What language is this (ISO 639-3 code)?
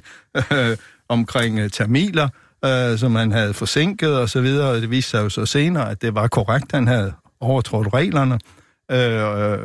dan